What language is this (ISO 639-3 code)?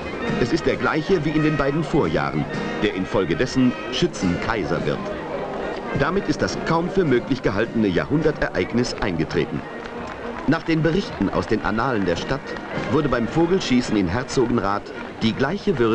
deu